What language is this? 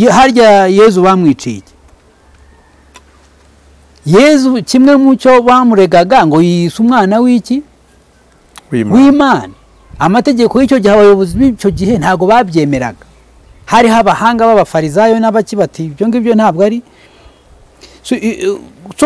Kinyarwanda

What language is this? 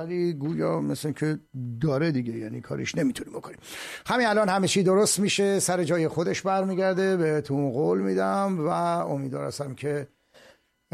Persian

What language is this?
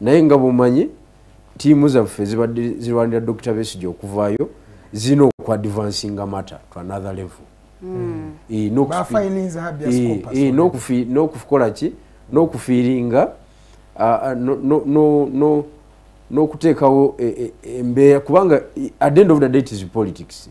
Ganda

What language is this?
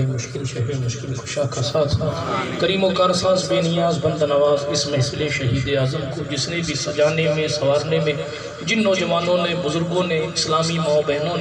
Urdu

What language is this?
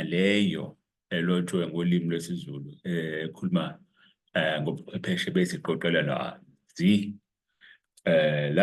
Zulu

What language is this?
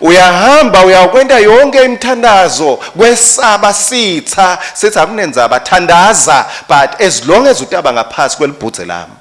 Swati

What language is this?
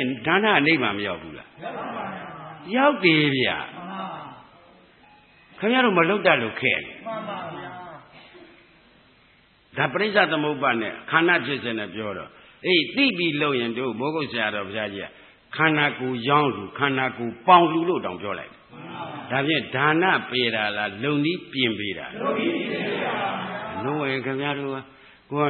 Burmese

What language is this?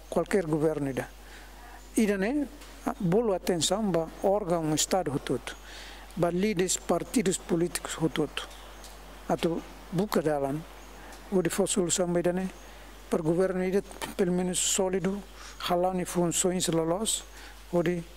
Tetum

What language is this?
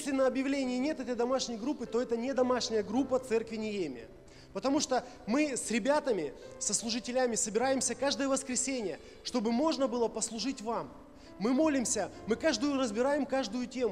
Russian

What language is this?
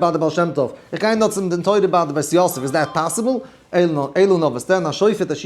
Yiddish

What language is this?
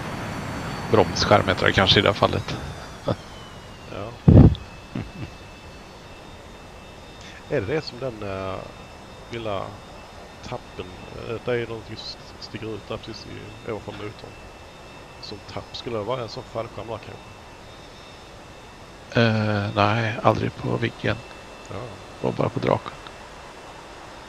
Swedish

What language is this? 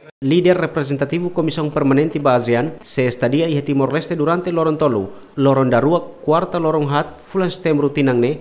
Tetum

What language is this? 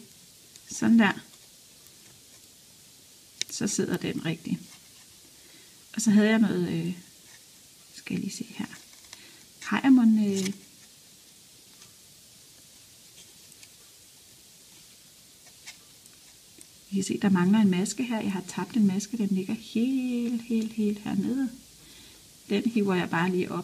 Danish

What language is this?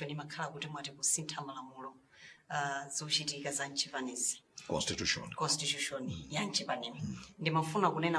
Nyanja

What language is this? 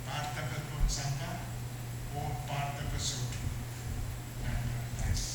Pohnpeian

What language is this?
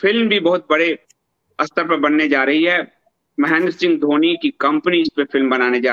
Hindi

